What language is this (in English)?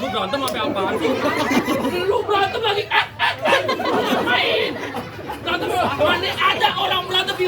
Betawi